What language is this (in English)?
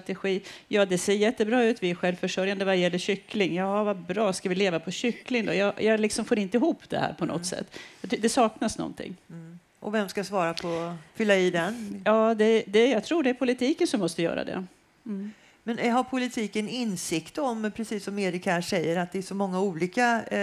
Swedish